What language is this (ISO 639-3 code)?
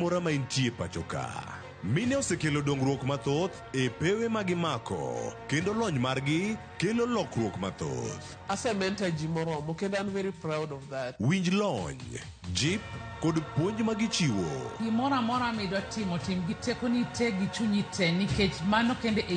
luo